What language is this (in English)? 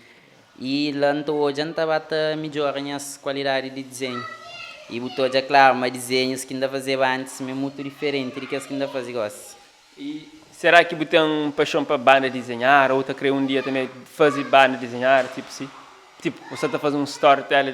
Kabuverdianu